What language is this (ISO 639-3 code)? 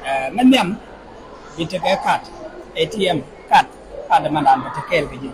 nus